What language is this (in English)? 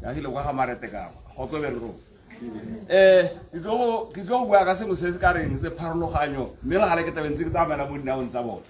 Tswana